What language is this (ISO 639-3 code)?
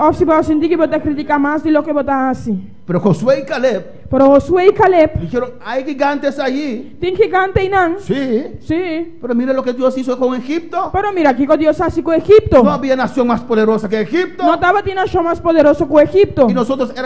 pap